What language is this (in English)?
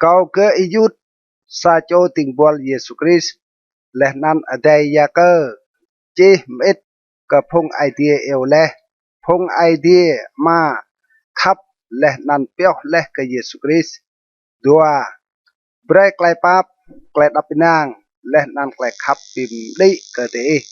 Rade